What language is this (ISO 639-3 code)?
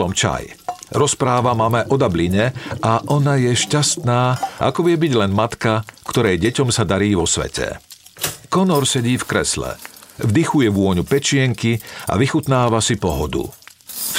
slk